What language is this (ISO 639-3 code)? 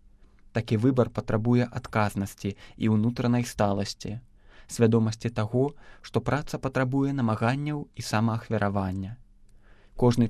bel